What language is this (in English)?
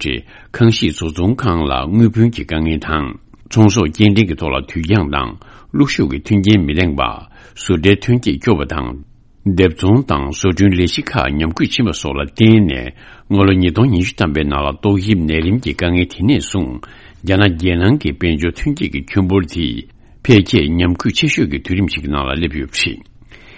Tibetan